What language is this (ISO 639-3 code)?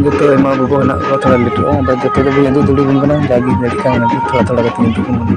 sat